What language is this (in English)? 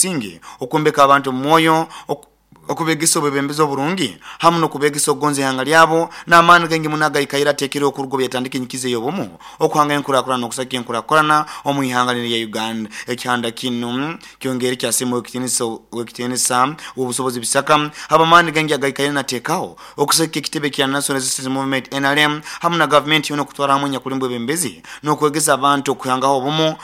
Nyoro